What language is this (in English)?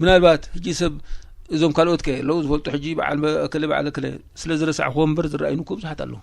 Tigrinya